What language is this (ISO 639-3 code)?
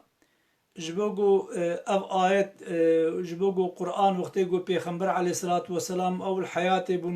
kur